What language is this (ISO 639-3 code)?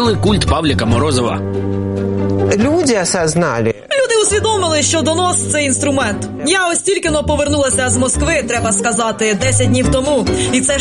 ukr